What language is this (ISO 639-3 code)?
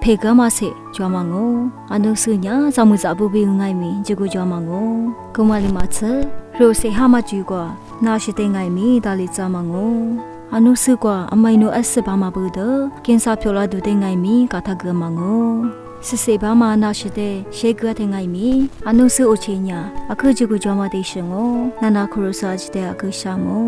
lis